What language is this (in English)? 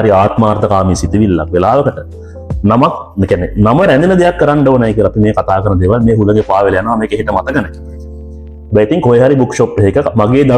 Sinhala